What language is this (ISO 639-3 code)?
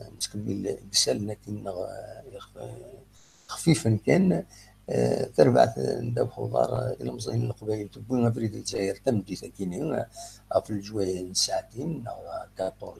kab